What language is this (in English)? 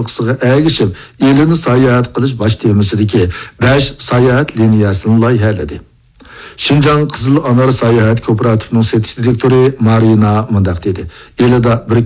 Uyghur